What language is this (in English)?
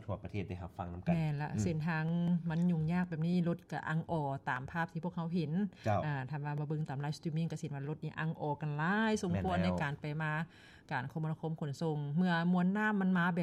Lao